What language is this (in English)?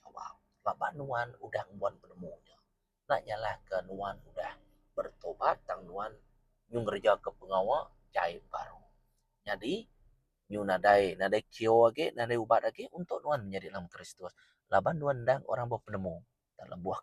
Iban